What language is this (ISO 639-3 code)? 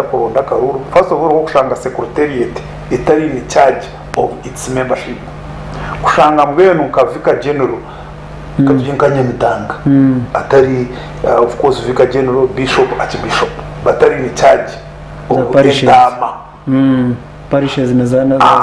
nyn